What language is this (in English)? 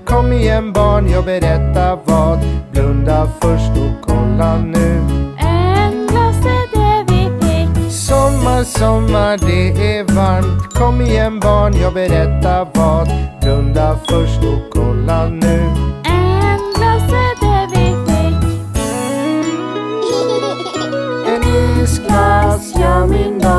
Swedish